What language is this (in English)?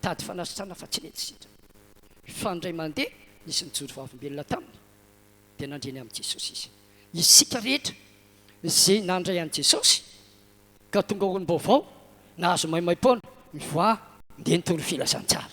Malagasy